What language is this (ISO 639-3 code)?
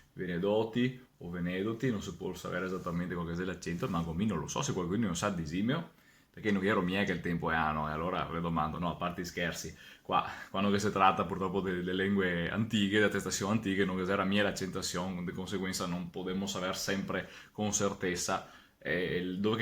vec